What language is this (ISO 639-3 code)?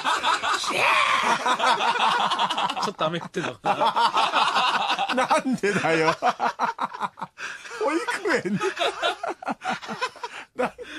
jpn